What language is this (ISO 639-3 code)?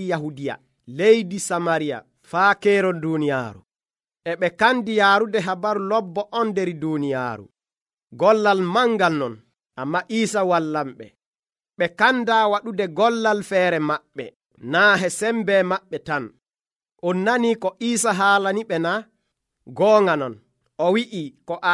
fuv